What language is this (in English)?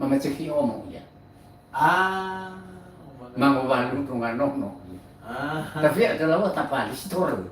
Nias